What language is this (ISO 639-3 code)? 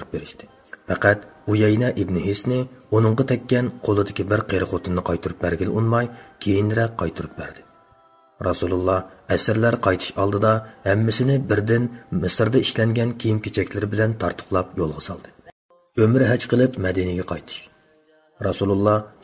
uig